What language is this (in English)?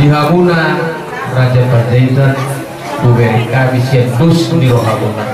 Batak Toba